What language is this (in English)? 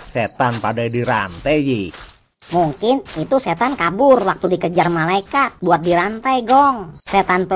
Betawi